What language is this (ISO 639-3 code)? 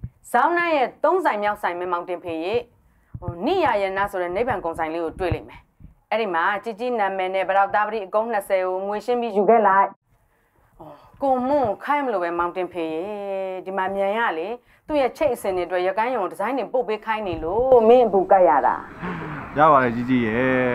mya